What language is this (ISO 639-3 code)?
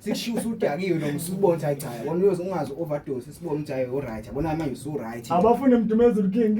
zul